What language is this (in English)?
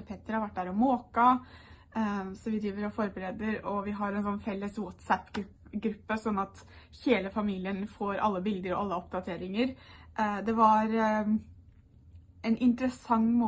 Norwegian